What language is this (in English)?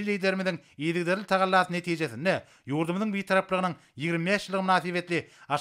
Turkmen